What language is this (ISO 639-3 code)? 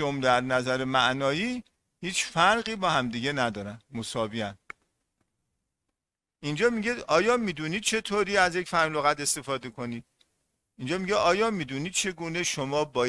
fas